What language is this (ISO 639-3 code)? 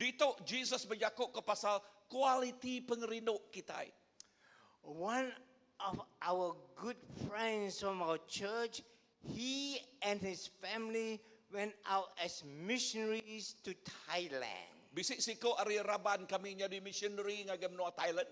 iba